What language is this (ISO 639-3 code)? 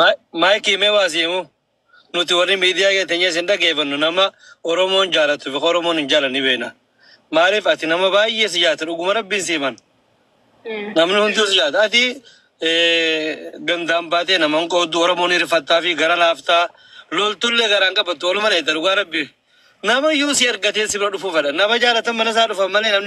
orm